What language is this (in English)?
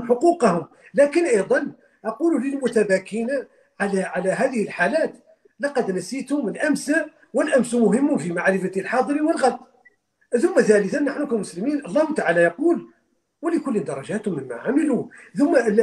Arabic